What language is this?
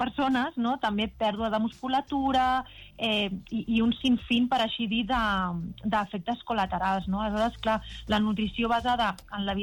Catalan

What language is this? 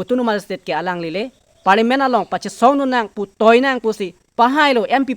Karbi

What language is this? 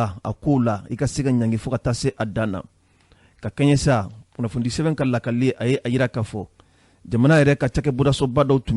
Bambara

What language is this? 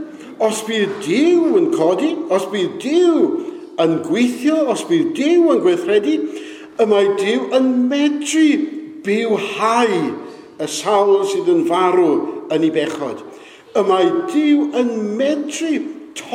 Welsh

